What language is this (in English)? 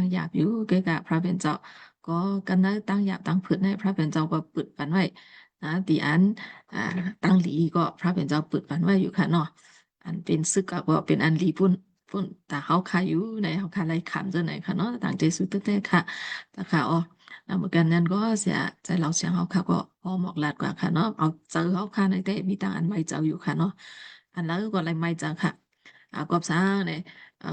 Shan